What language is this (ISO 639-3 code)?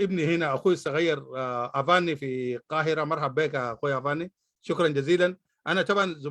apd